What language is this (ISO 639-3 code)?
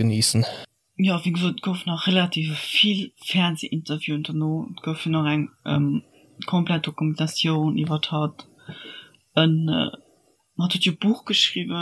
ltz